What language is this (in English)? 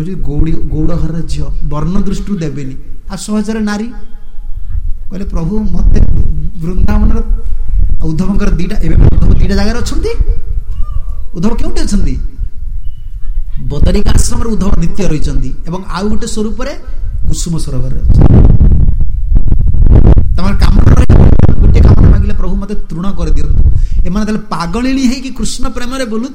Odia